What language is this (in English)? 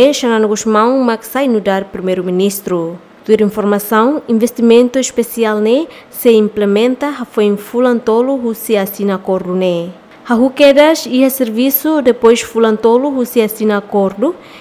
Tetum